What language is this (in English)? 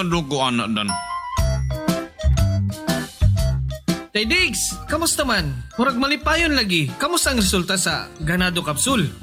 Cebuano